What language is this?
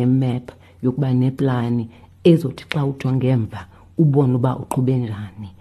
Xhosa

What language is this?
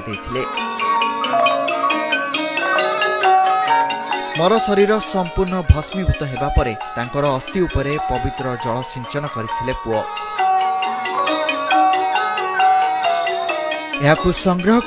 Odia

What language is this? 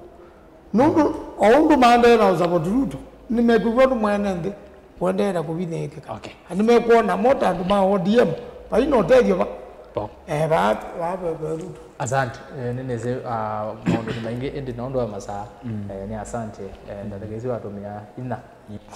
Kamba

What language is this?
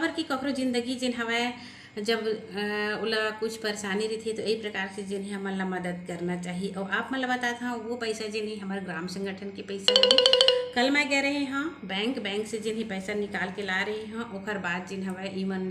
Chhattisgarhi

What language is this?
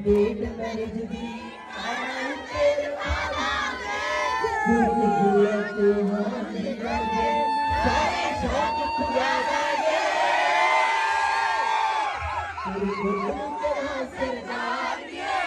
Punjabi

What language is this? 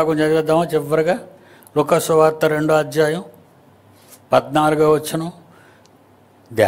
Telugu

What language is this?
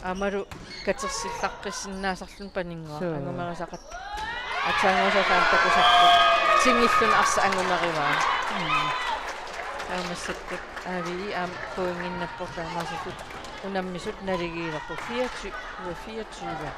Kalaallisut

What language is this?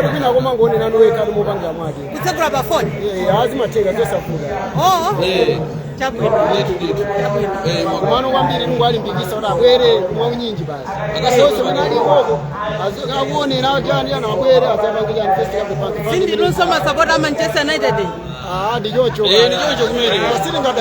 Nyanja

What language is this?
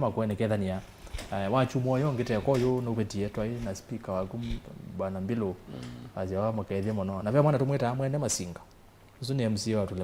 Kamba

